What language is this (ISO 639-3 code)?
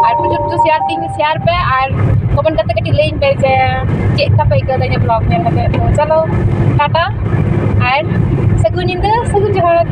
sat